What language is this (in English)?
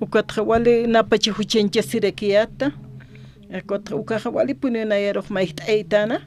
Aymara